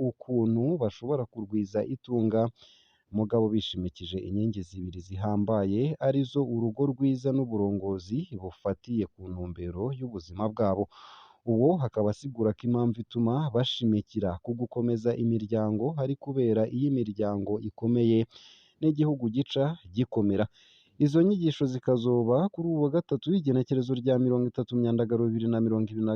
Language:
Rundi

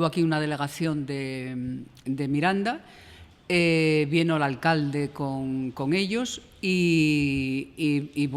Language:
Asturian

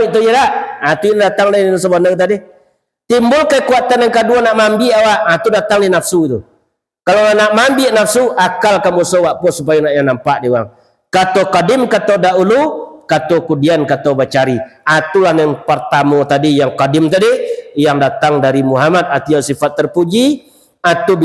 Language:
Minangkabau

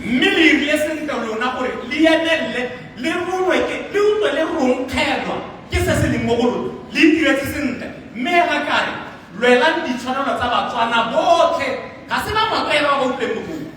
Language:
Tswana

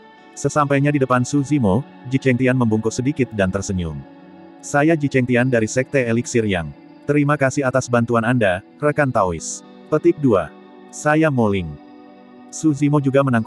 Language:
Indonesian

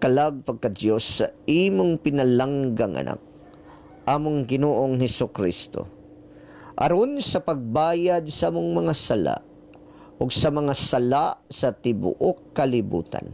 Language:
Cebuano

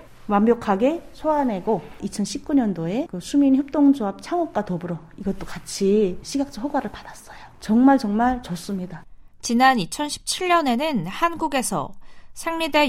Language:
Korean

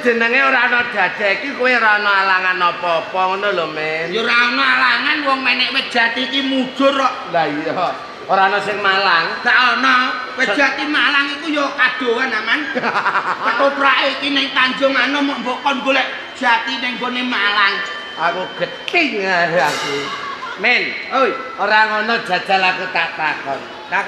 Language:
Javanese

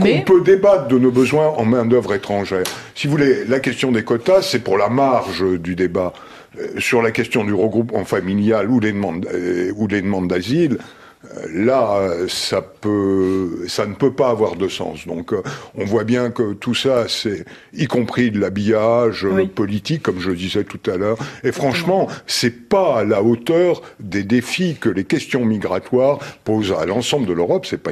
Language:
French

